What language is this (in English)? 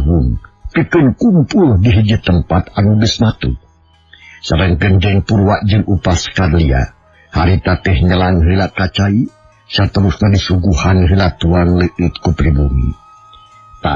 Sundanese